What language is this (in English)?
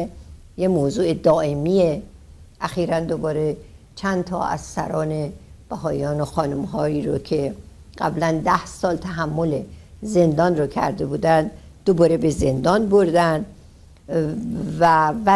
Persian